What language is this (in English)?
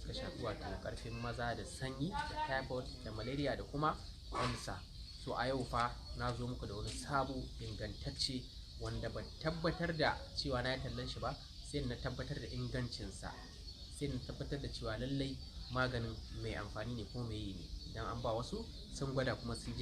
Hausa